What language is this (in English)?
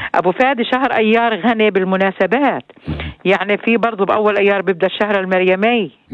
North Levantine Arabic